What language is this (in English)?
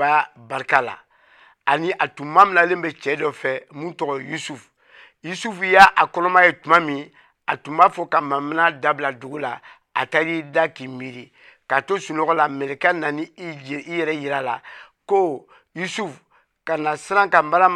Bambara